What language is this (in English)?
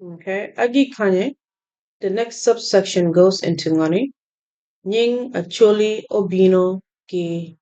Acoli